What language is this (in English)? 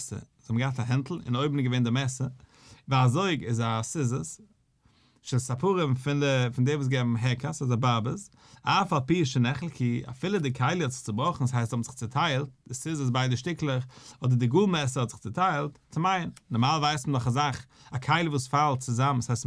Yiddish